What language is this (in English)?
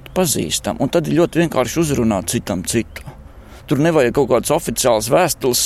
Latvian